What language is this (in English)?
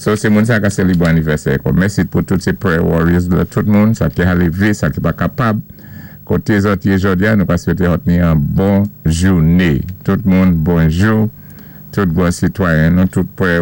Saint Lucian Creole French